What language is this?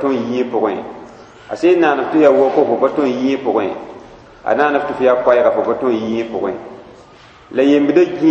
Mossi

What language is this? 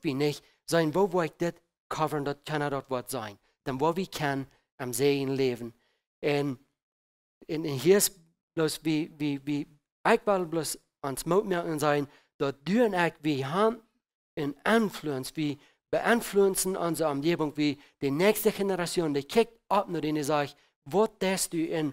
Plautdietsch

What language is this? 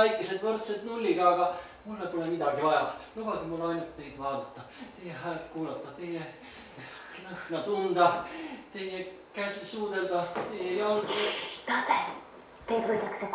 Estonian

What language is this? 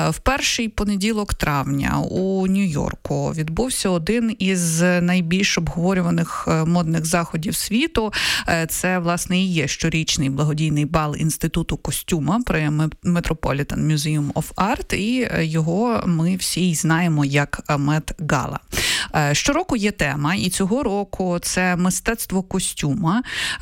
Ukrainian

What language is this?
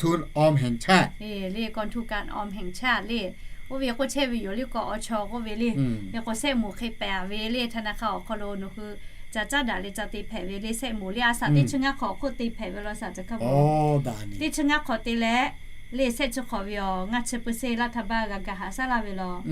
Lahu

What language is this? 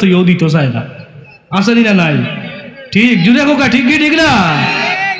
Sylheti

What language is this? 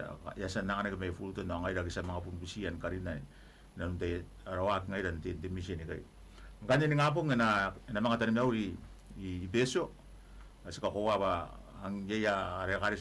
Gilbertese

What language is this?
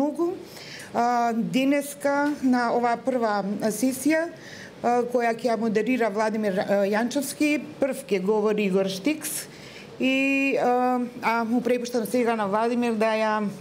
Macedonian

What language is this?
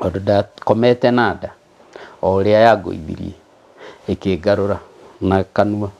Kikuyu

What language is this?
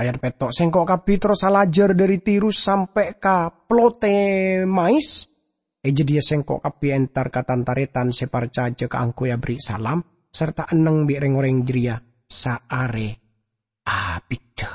Madurese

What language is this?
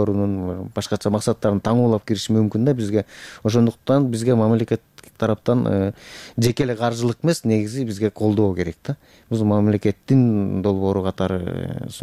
Kyrgyz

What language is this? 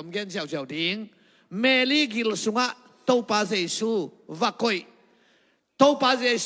Tedim Chin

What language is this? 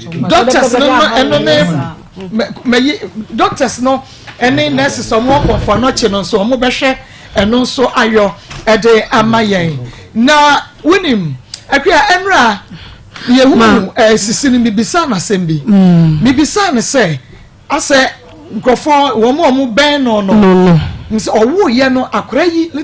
Akan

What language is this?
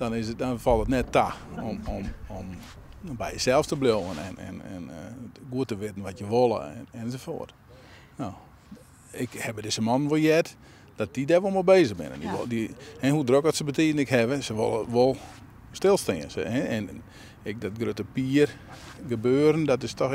Western Frisian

